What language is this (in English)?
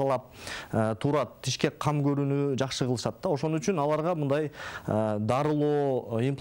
Kyrgyz